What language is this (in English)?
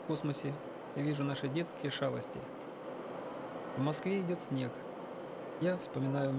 Russian